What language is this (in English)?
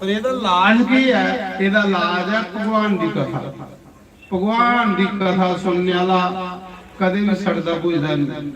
Dogri